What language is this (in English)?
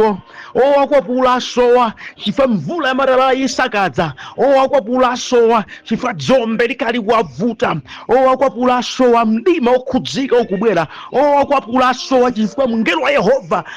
Nyanja